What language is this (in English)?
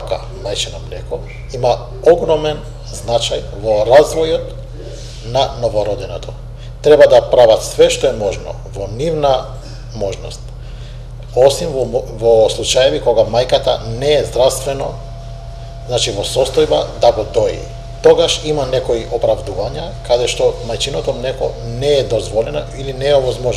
Macedonian